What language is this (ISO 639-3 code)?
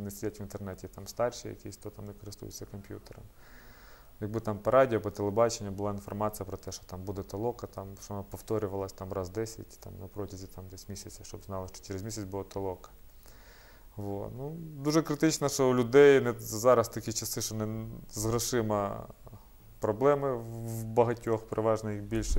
ukr